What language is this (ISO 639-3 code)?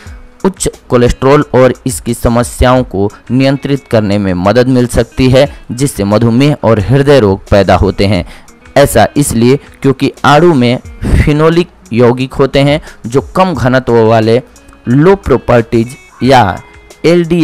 hin